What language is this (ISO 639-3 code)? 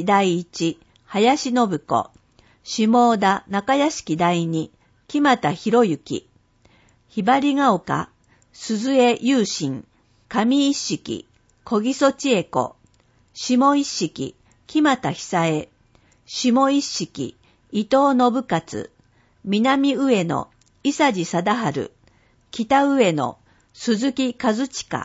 jpn